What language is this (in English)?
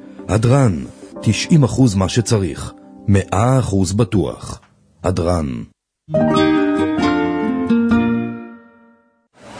Hebrew